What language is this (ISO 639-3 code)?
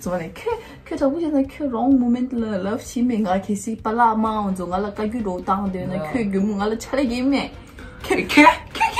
bod